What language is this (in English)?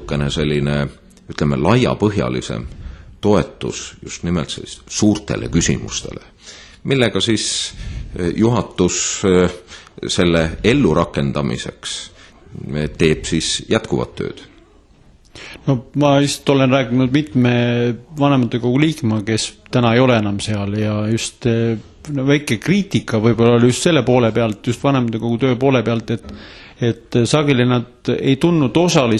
Estonian